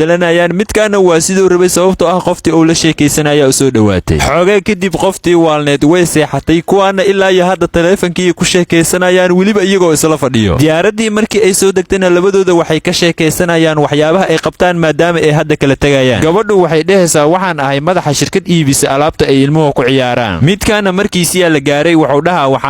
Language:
Somali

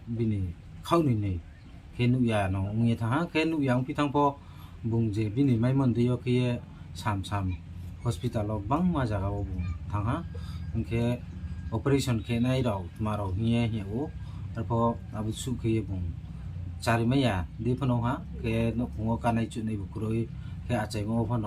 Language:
Riang (India)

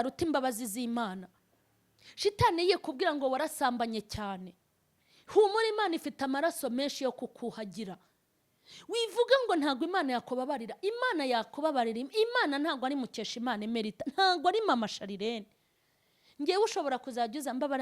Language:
Kinyarwanda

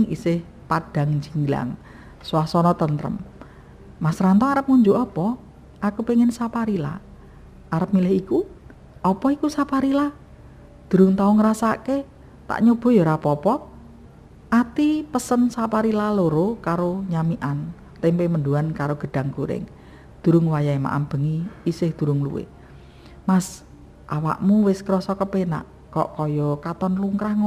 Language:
Javanese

